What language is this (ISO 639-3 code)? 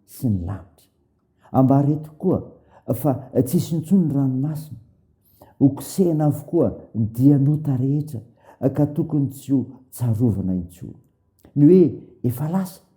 mlg